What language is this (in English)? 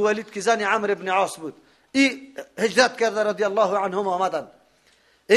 Persian